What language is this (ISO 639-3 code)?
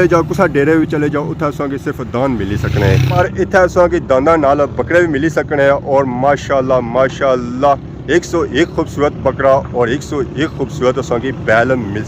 phr